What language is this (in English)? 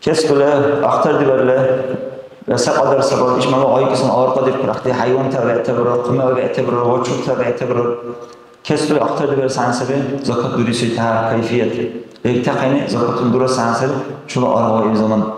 Dargwa